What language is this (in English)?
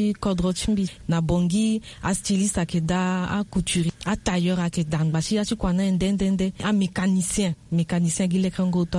Sango